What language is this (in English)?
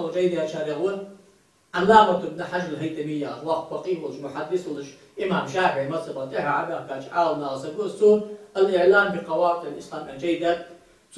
Ingush